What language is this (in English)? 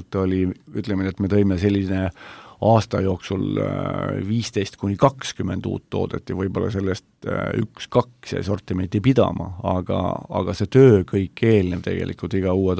Estonian